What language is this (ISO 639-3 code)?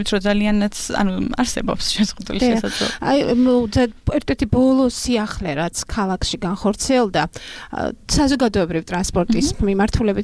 kat